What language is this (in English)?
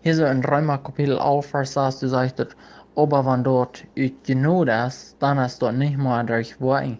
Plautdietsch